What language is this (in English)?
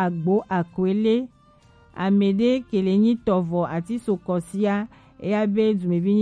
Gen